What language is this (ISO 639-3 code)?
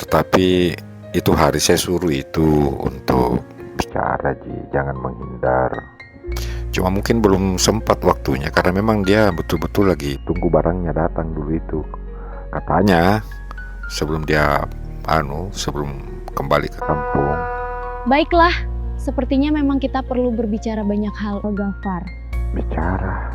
mfp